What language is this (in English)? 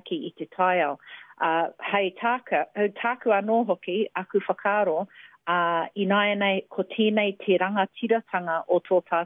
Māori